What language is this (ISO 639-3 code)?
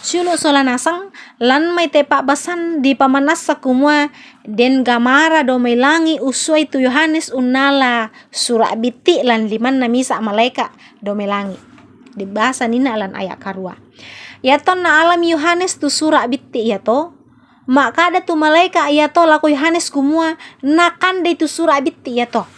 sda